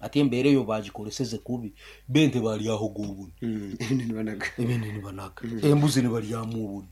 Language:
Nyoro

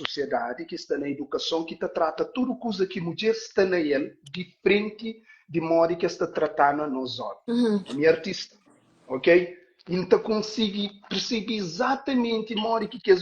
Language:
Kabuverdianu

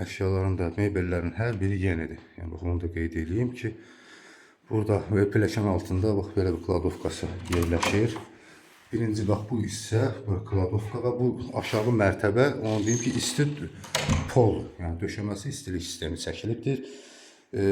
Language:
Azerbaijani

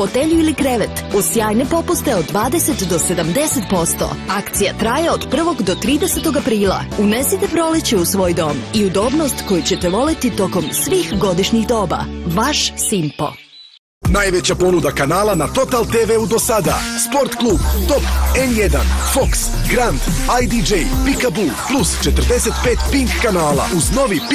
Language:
Serbian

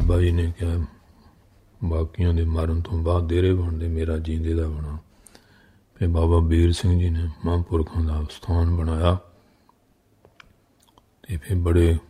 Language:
Punjabi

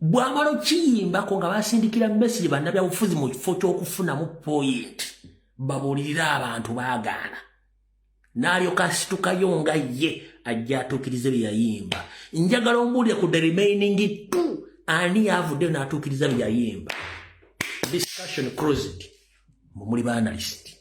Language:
Ganda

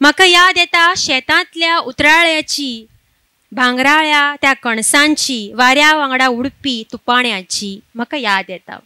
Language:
Konkani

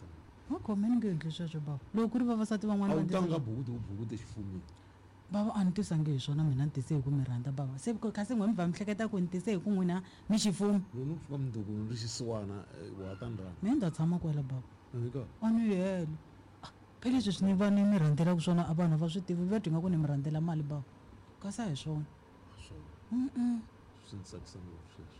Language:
Tsonga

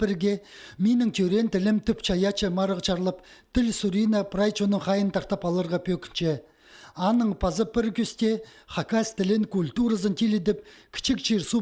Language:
Khakas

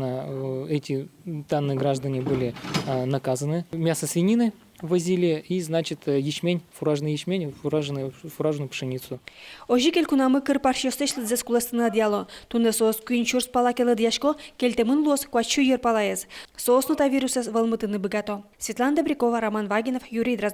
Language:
Udmurt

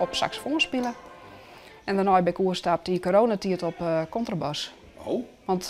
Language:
Western Frisian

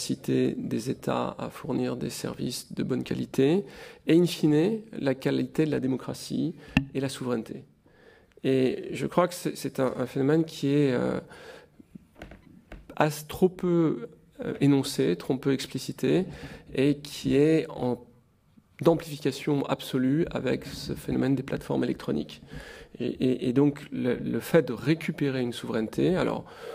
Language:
French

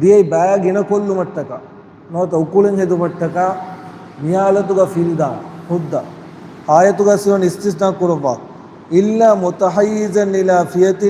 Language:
Divehi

